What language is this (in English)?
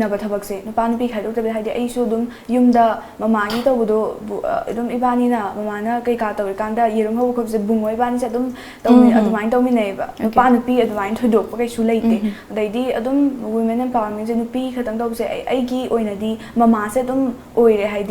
Manipuri